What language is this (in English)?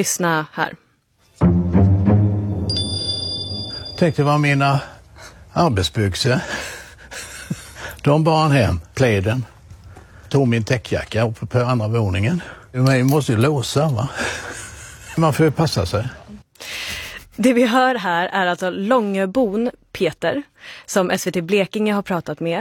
Swedish